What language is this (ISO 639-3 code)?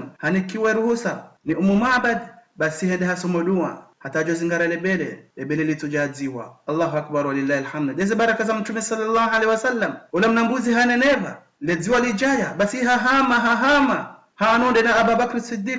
zdj